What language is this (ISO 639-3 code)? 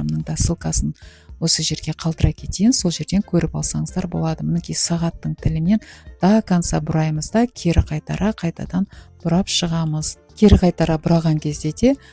kaz